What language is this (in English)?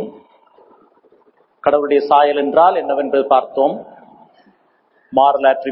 Tamil